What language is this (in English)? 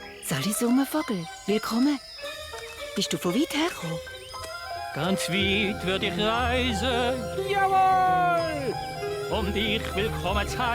Swiss German